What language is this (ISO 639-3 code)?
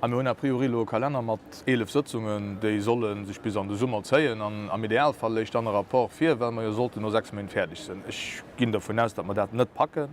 ltz